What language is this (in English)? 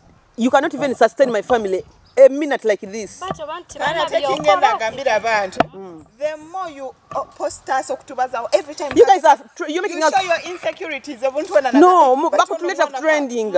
Nyoro